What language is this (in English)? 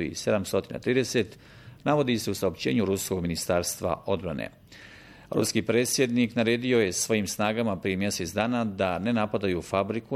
Bosnian